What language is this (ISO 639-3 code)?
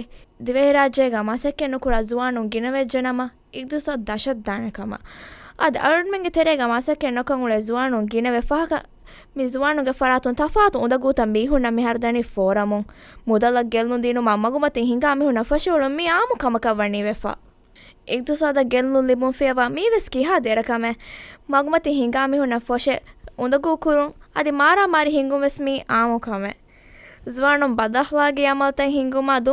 div